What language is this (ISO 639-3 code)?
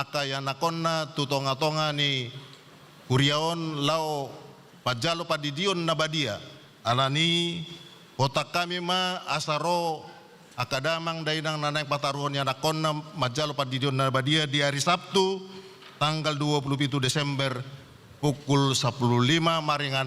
bbc